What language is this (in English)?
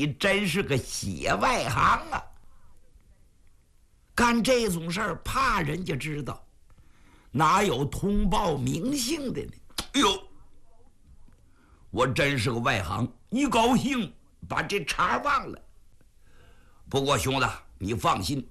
Chinese